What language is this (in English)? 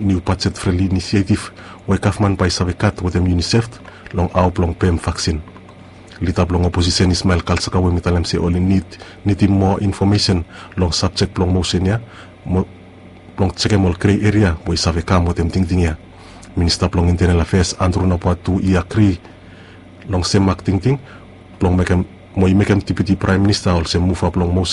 Bislama